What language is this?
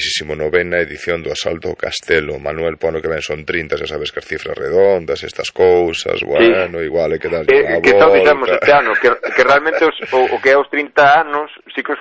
Galician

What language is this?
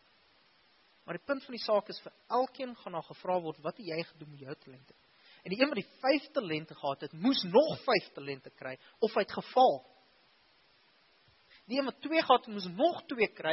Afrikaans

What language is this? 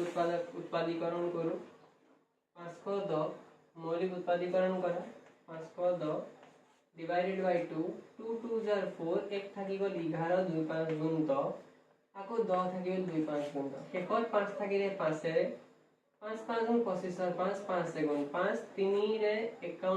Assamese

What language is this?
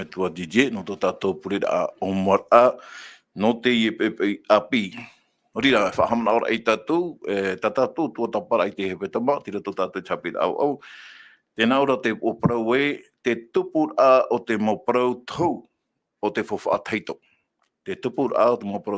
Tahitian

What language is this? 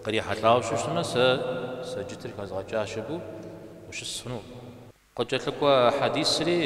Kabardian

